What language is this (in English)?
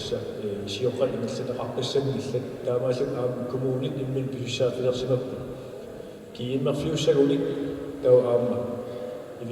Kalaallisut